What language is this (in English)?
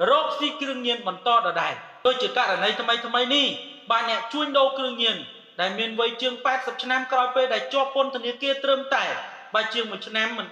Khmer